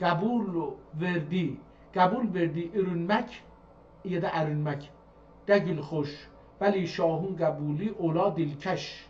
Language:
South Azerbaijani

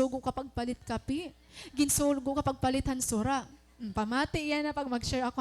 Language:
Waray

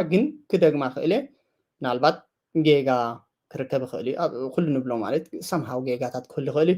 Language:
Tigrinya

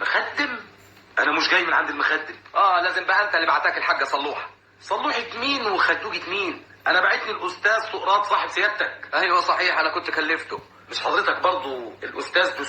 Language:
Egyptian Arabic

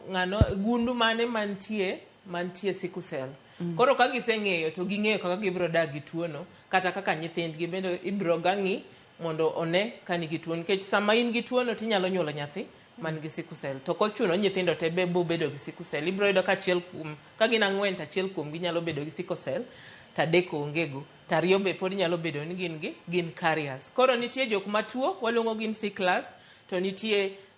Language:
Luo (Kenya and Tanzania)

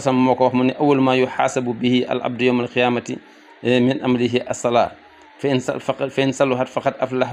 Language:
Wolof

